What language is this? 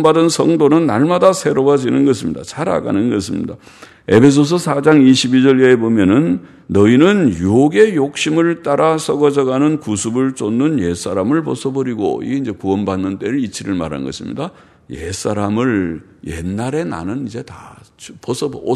Korean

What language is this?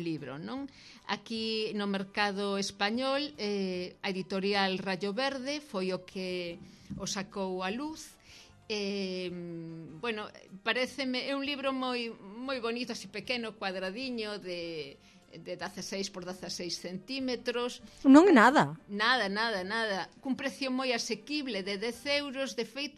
Galician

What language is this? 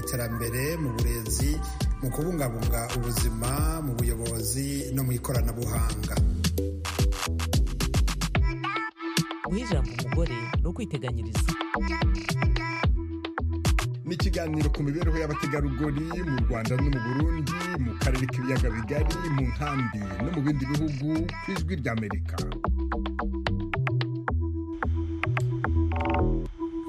Kinyarwanda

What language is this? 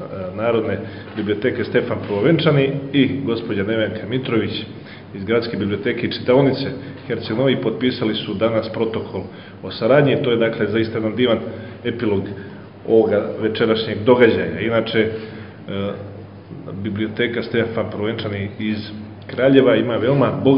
Serbian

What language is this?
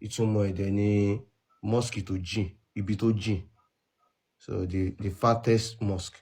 Yoruba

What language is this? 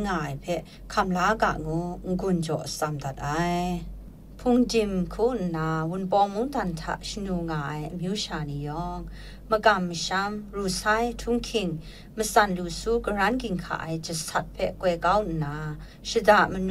Kachin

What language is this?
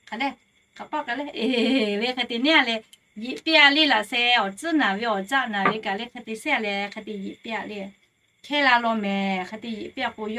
Lahu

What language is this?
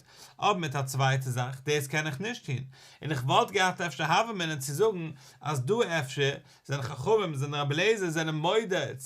Yiddish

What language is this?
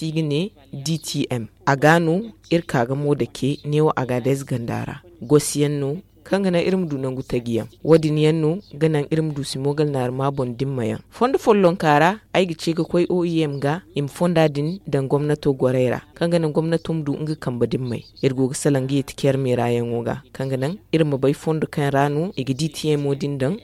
Zarma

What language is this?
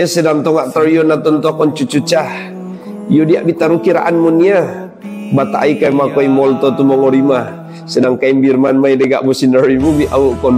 Mongondow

